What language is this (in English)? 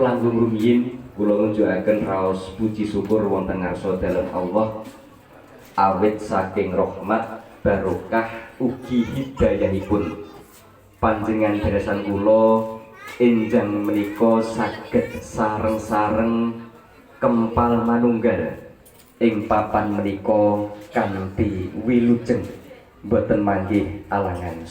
Javanese